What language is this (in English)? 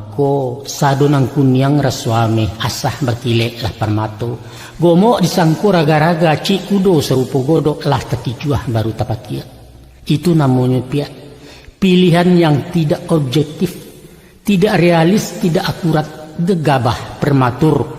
Minangkabau